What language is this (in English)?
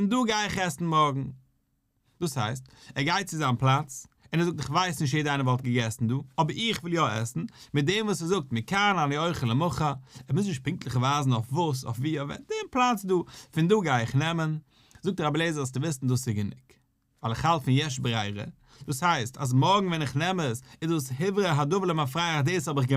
Yiddish